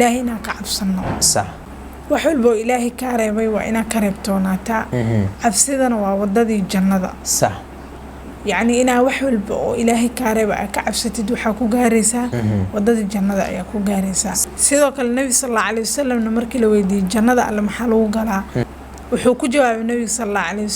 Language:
Somali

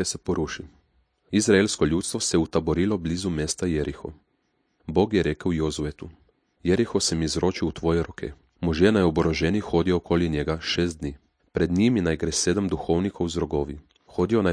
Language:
Slovenian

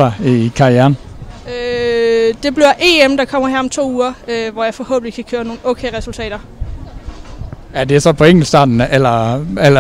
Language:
Danish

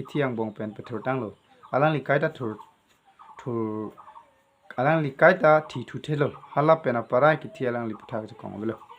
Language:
Karbi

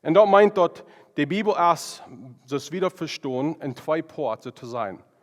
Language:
Plautdietsch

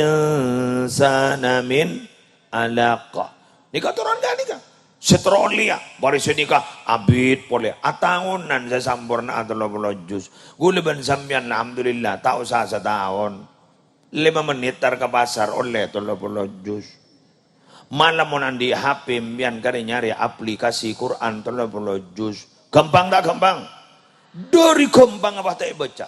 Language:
Madurese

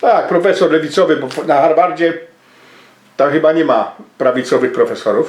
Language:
Silesian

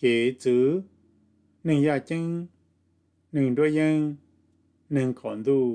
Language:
Hmong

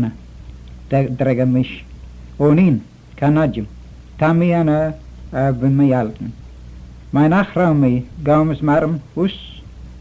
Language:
Manx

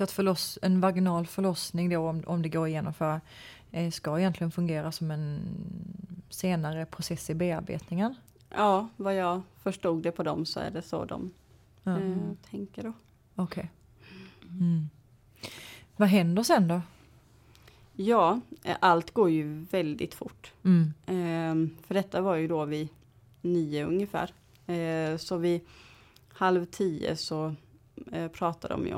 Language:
Swedish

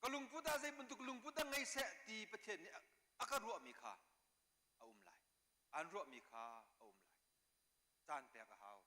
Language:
Hakha Chin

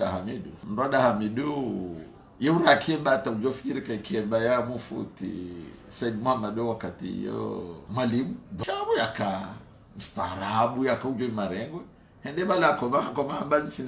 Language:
Ngazidja Comorian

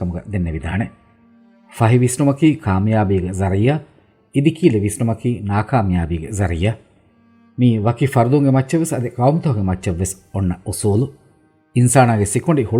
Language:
Divehi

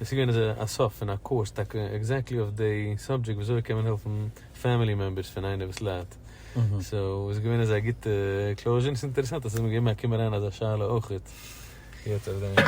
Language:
Yiddish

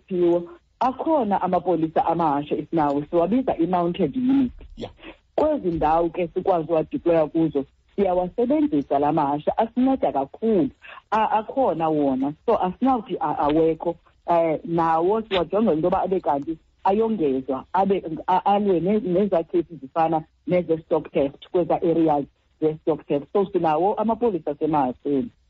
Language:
Xhosa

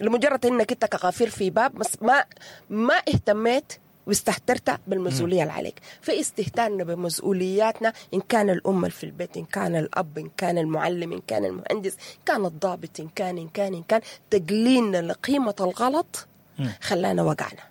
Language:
Sudanese Arabic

